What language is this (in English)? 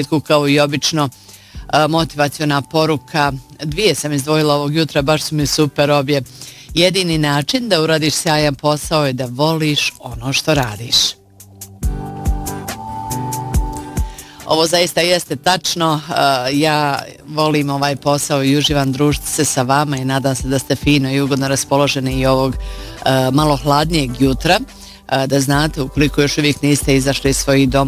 Bosnian